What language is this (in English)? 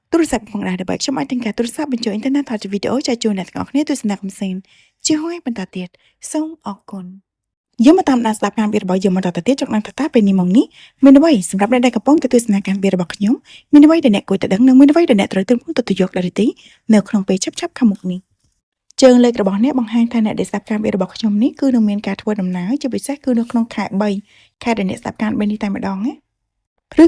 Khmer